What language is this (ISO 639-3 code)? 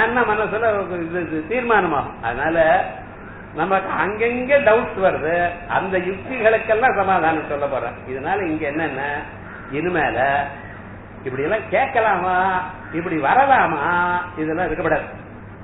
tam